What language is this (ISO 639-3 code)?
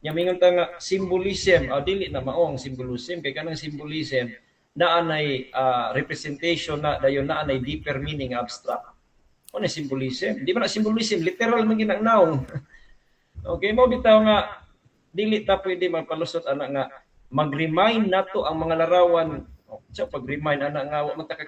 ceb